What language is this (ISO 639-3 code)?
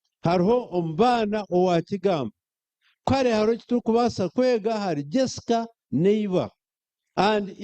nyn